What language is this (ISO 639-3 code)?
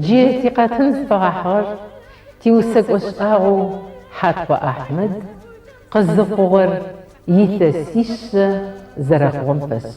ady